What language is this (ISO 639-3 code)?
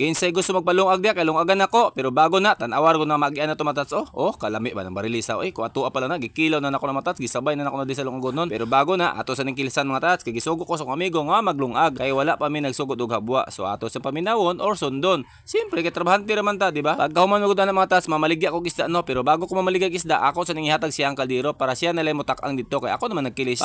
ceb